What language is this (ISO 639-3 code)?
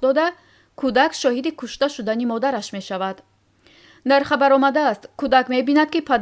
tgk